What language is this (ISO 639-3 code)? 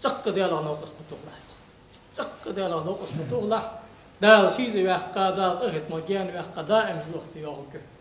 inh